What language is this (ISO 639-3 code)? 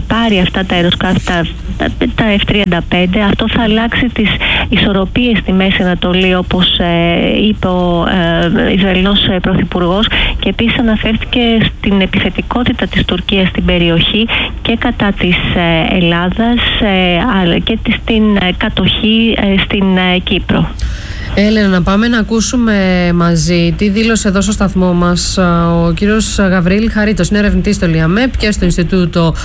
ell